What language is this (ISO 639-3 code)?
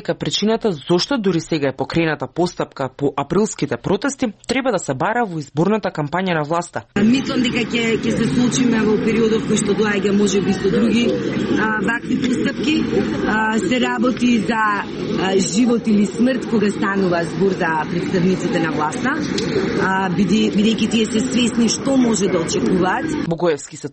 mkd